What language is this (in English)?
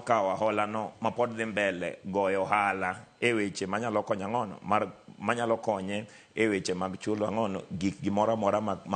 Luo (Kenya and Tanzania)